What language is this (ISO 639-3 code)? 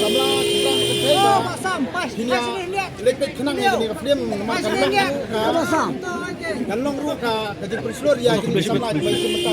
kha